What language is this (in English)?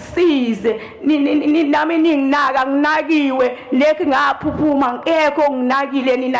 Zulu